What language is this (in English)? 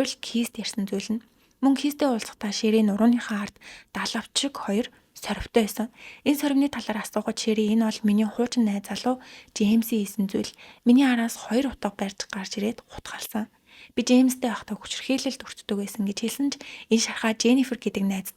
Mongolian